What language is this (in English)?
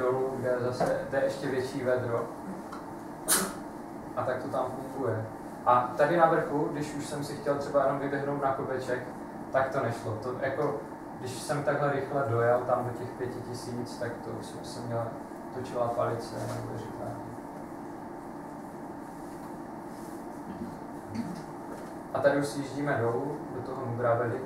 Czech